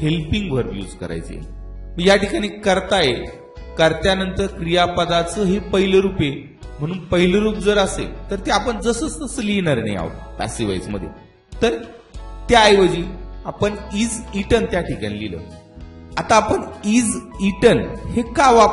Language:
Marathi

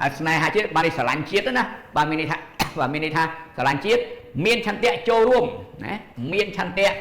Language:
Khmer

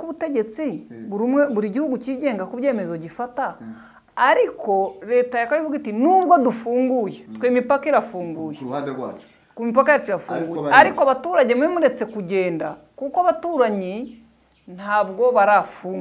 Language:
Kinyarwanda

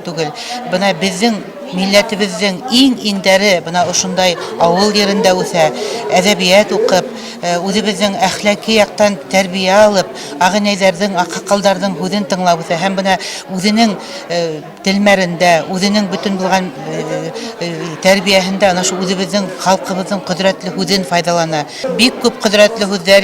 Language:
Bashkir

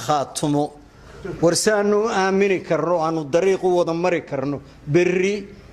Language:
Somali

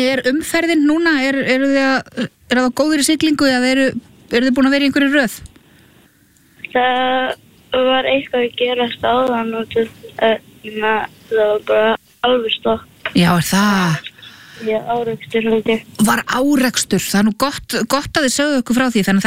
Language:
Icelandic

